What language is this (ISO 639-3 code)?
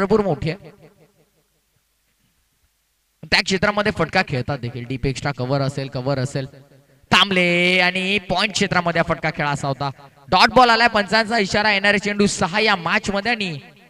mar